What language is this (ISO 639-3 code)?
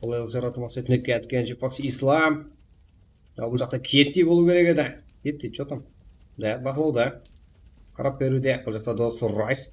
kaa